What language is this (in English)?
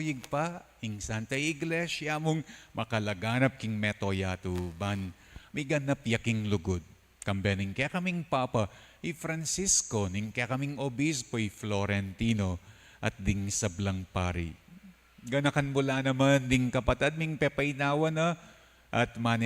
Pampanga